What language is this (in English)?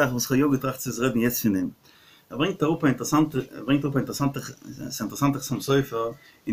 Yiddish